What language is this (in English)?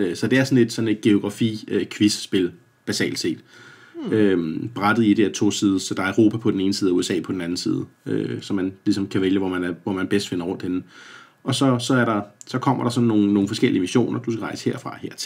Danish